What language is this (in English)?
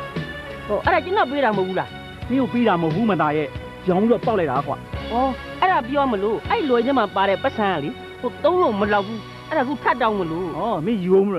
Burmese